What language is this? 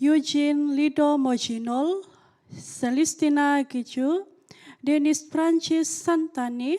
Central Dusun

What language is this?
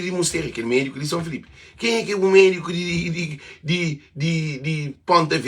Kabuverdianu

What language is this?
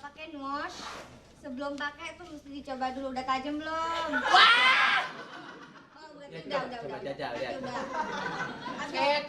Betawi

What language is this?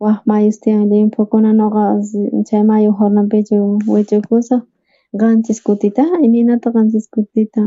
South Bolivian Quechua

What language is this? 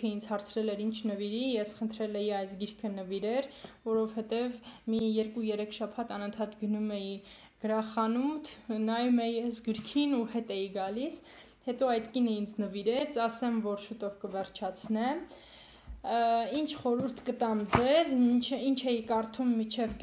Armenian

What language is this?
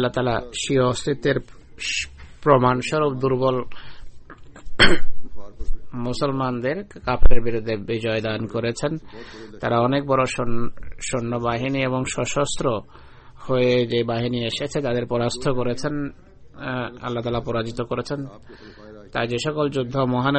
Bangla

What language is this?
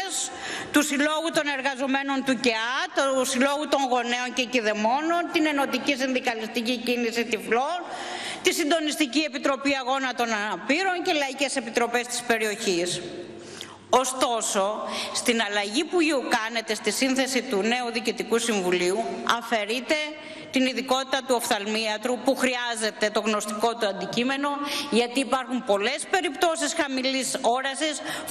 Greek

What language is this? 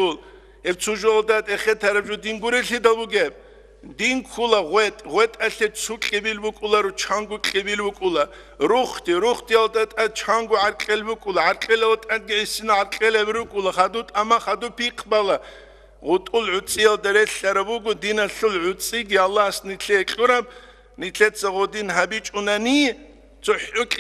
Avaric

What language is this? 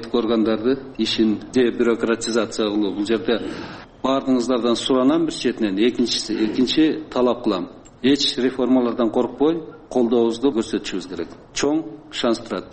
Kyrgyz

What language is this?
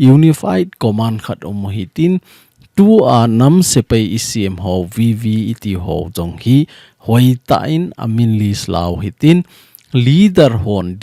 Thado Chin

